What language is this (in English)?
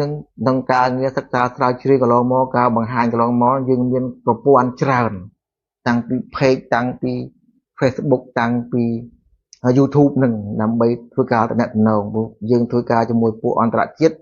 Khmer